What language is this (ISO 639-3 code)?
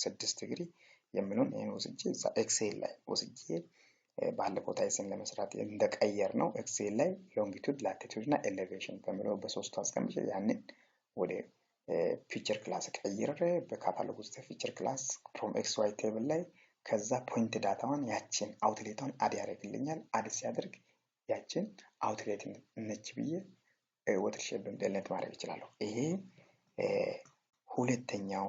amh